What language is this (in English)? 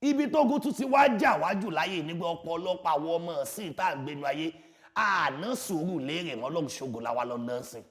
Yoruba